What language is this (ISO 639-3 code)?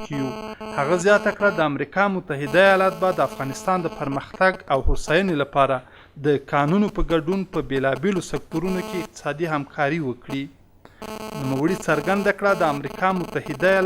pus